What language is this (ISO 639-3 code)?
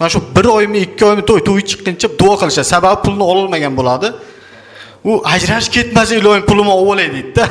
uzb